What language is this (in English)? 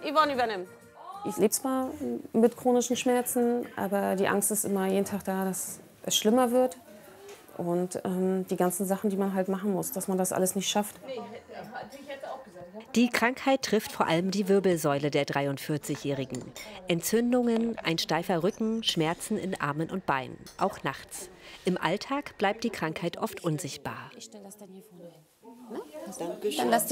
German